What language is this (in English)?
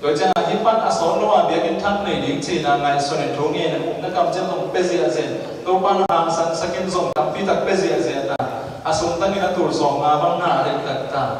Tedim Chin